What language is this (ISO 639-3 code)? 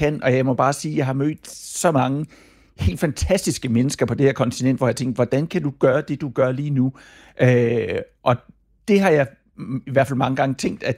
dan